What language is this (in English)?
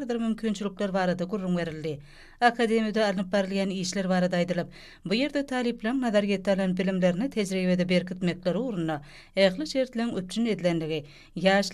Turkmen